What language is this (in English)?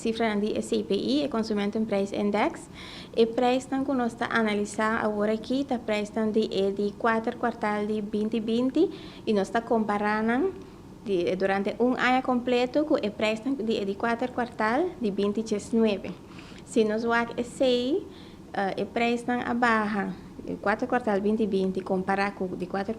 Papiamento